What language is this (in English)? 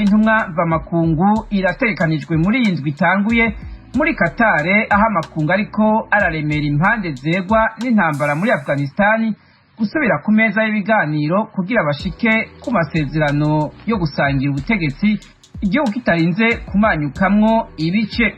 Rundi